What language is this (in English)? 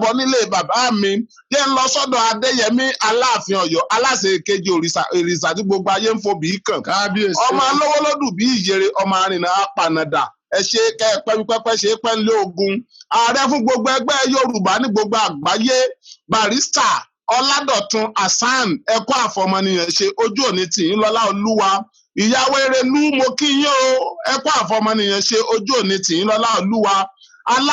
Yoruba